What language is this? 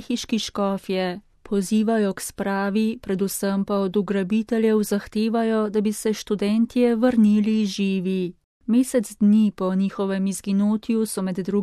Slovenian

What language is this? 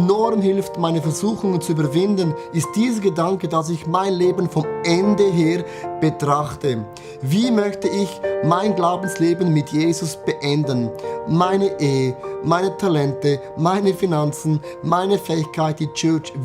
Swiss German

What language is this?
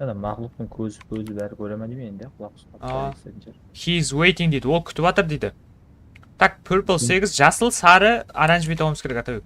Kara-Kalpak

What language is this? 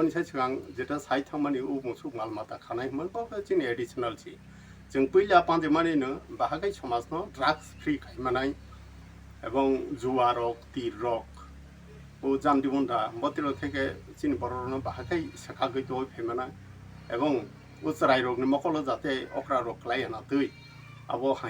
Kok Borok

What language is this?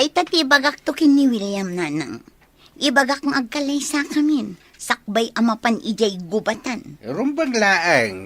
Iloko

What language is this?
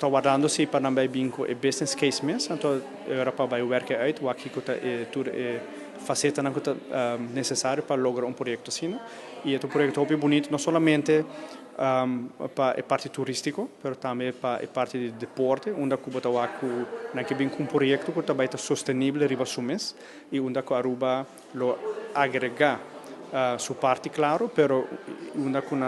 Papiamento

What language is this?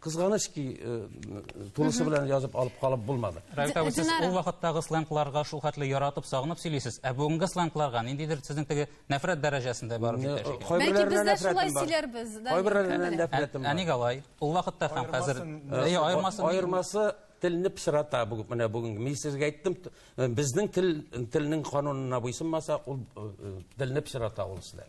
Tatar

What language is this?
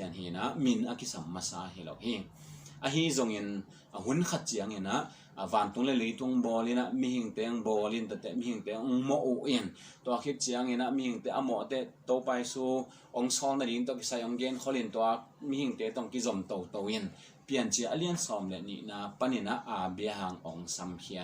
Tedim Chin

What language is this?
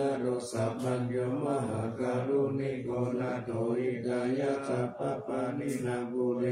Pali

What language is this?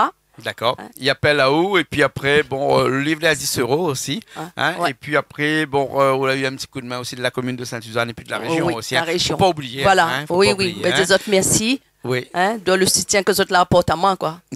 Réunion Creole French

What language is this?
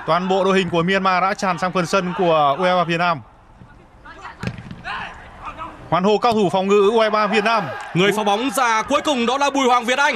Vietnamese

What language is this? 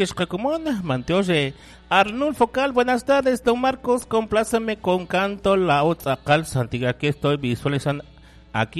Kekchí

